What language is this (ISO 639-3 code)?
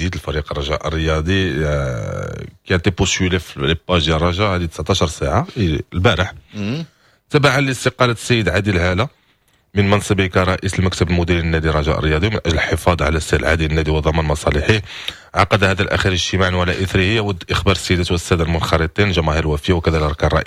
ary